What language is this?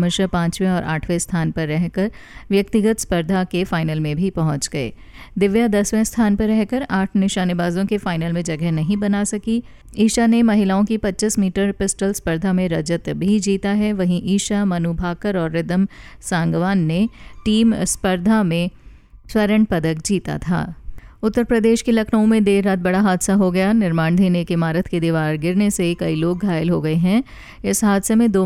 Hindi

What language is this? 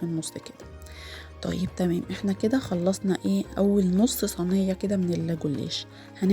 Egyptian Arabic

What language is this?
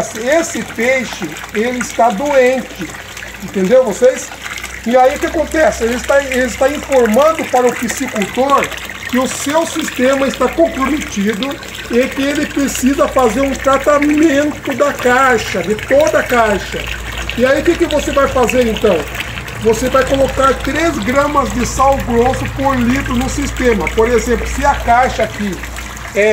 Portuguese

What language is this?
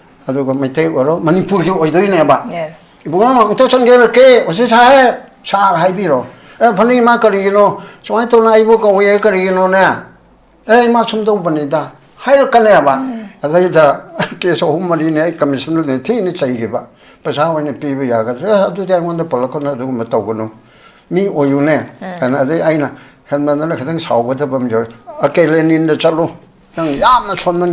Manipuri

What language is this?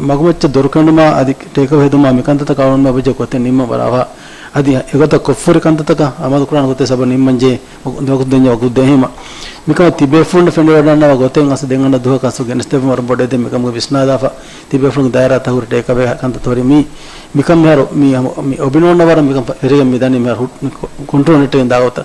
Divehi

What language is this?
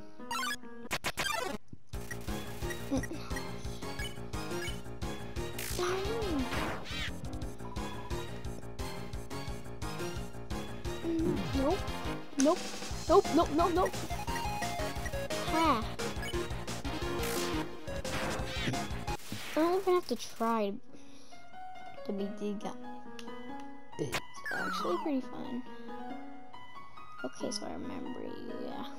English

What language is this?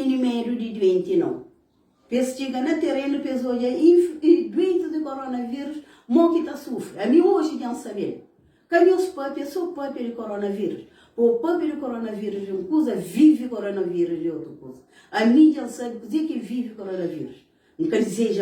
Kabuverdianu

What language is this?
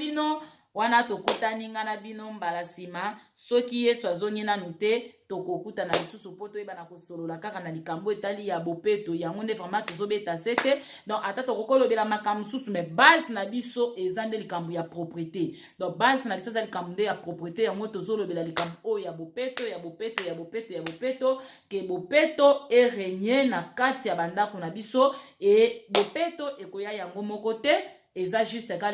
Lingala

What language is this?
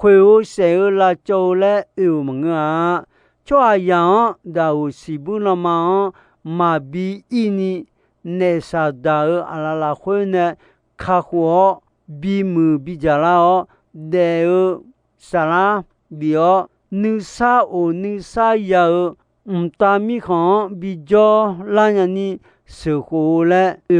Akha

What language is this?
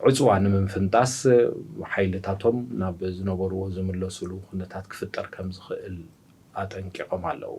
Tigrinya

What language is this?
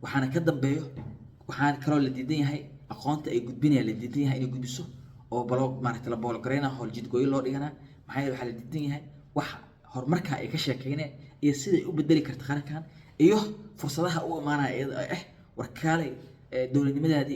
Somali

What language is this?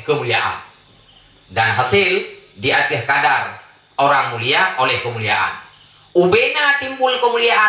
Achinese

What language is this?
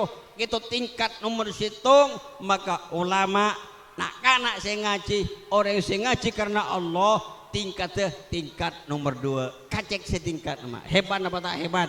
Madurese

